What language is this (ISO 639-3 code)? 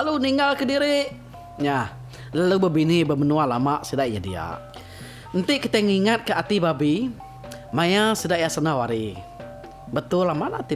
iba